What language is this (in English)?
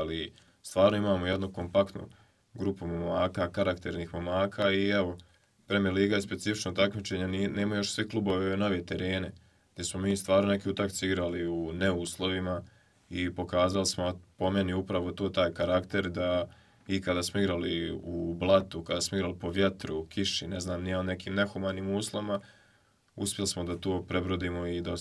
Bosnian